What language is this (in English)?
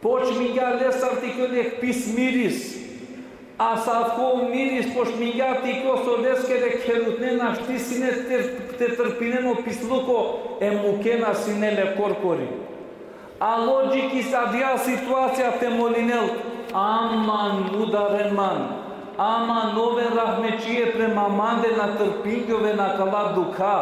Balkan Romani